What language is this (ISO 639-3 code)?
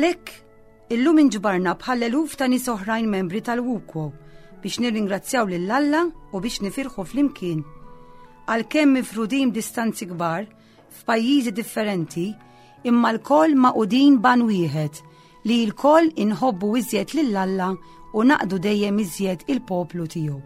mlt